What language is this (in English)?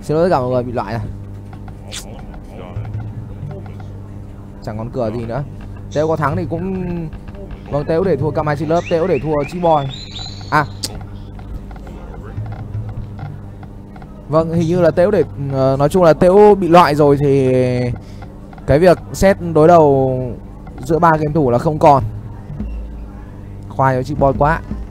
Vietnamese